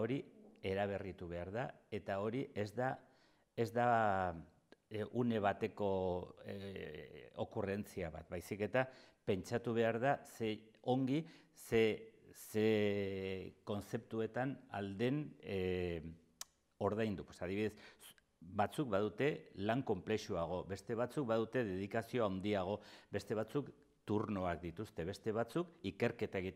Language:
Basque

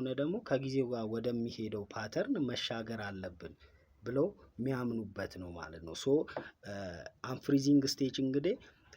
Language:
Amharic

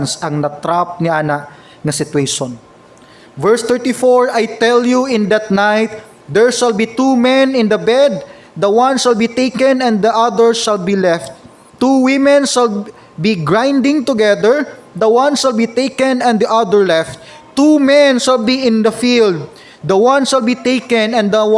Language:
Cebuano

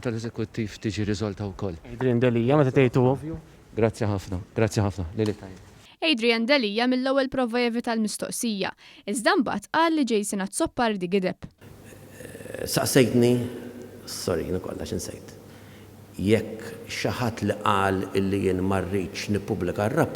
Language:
Maltese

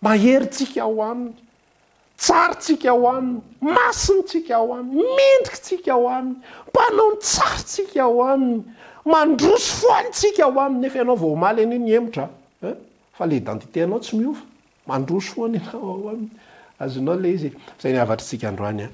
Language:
Malagasy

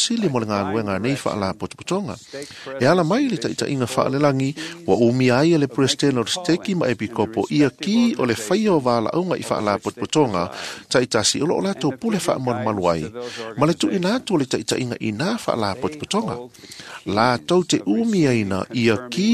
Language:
Samoan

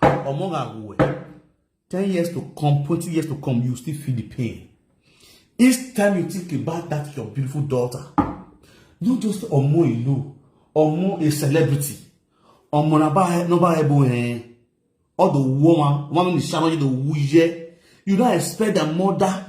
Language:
Nigerian Pidgin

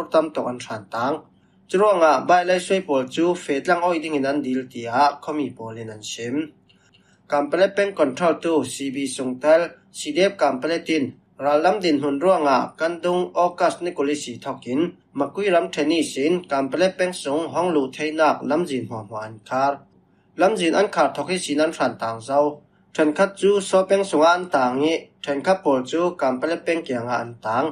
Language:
Falam Chin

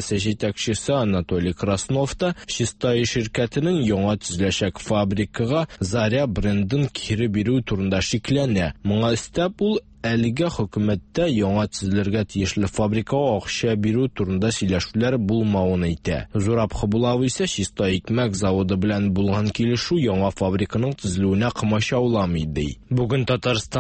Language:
Tatar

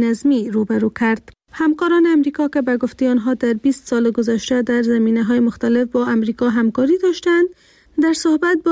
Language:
Persian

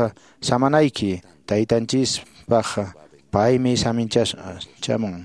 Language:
Quechua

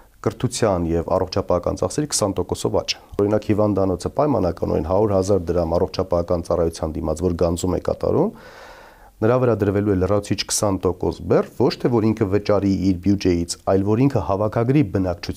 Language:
Armenian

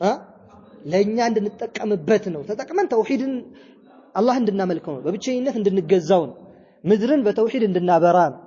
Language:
Amharic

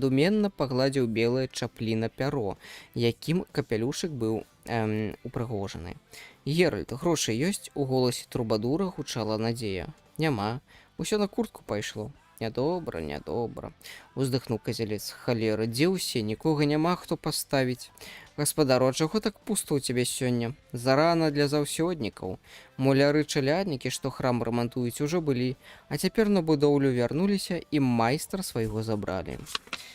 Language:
Belarusian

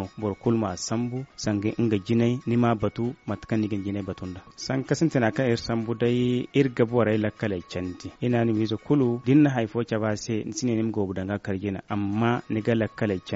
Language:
Zarma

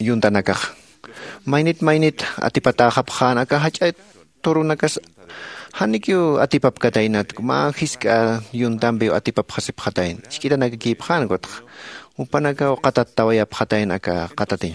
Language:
Aymara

